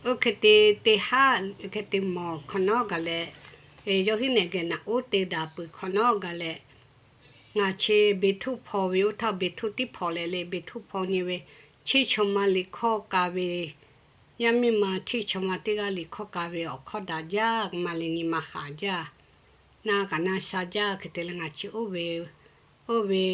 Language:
Lahu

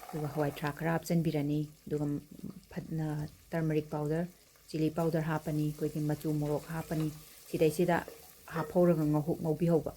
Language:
Manipuri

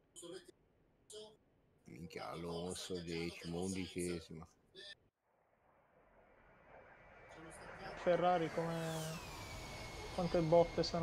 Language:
Italian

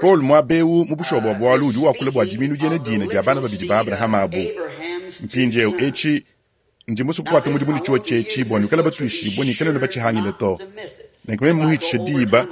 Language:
Luba-Lulua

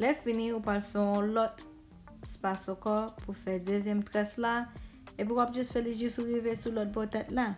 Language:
Haitian Creole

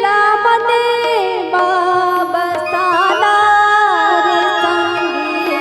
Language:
Chhattisgarhi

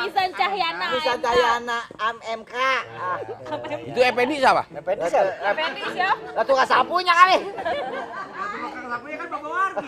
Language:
Betawi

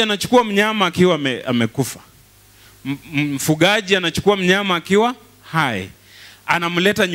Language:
Swahili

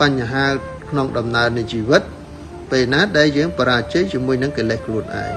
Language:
Khmer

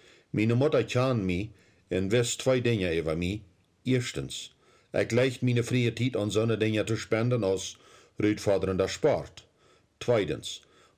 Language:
Plautdietsch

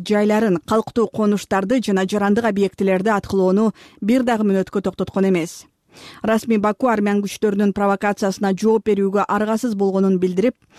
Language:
Kyrgyz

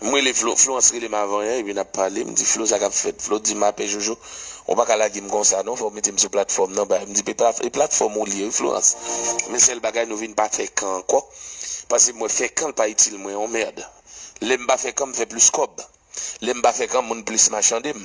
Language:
Haitian Creole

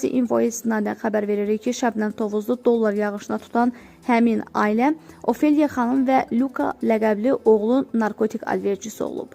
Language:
Azerbaijani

